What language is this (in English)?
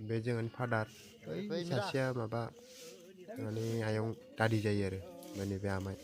Bodo